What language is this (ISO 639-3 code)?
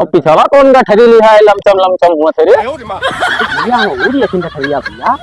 awa